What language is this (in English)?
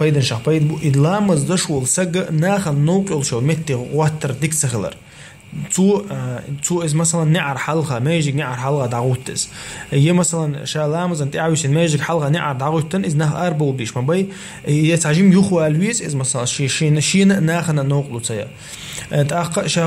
Chechen